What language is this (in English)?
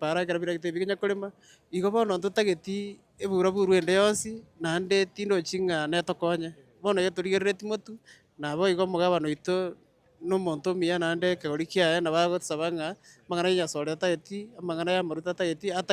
Gusii